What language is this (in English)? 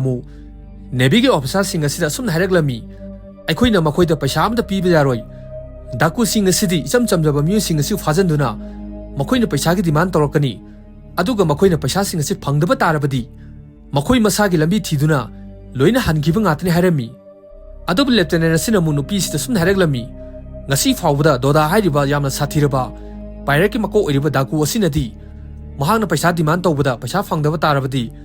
Manipuri